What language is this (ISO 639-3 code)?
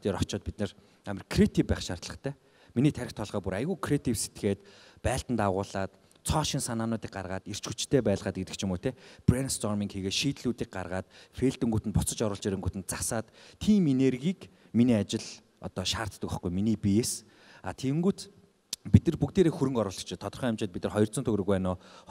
mon